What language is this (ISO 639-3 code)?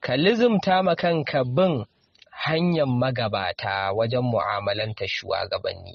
hau